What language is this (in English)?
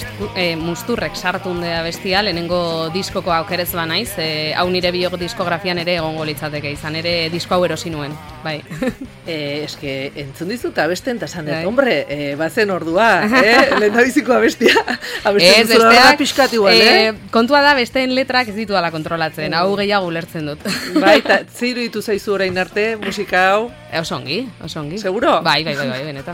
Basque